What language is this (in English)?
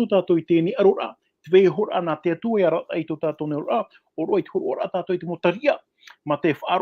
Tahitian